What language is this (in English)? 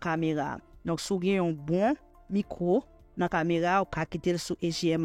Haitian Creole